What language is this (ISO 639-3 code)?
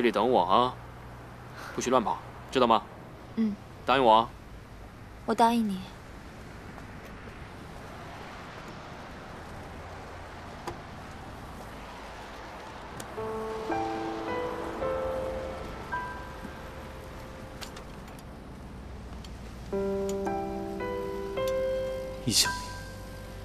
zho